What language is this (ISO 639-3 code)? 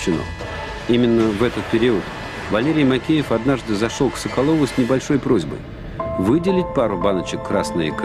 rus